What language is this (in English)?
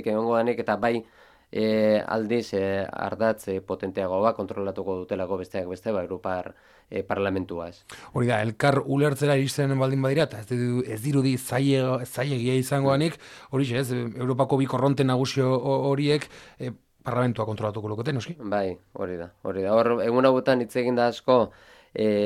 Basque